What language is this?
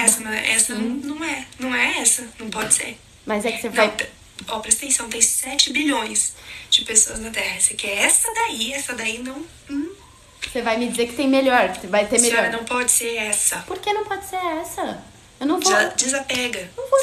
Portuguese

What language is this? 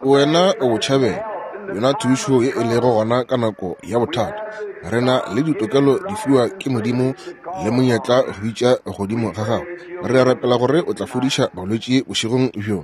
Northern Sotho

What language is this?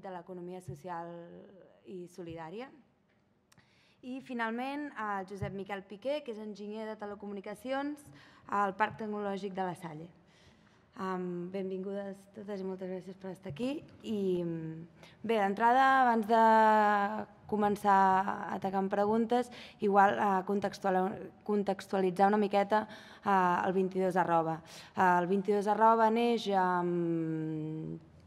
Catalan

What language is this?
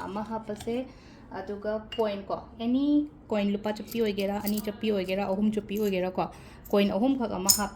Manipuri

